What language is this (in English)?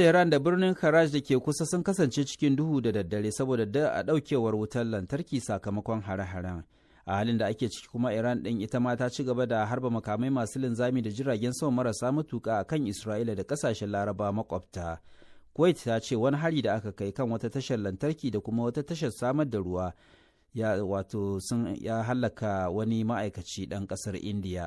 Hausa